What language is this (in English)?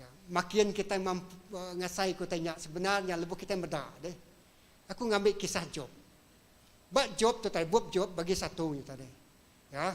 Iban